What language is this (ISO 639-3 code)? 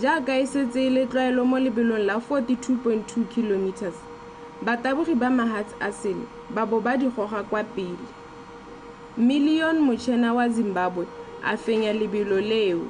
tsn